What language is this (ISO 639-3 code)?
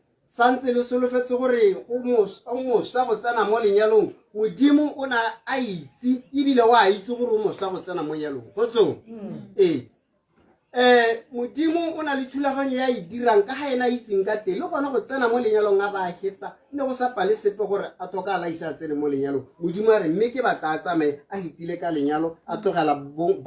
tsn